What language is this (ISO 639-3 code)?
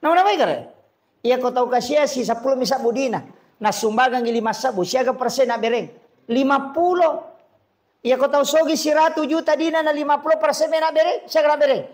bug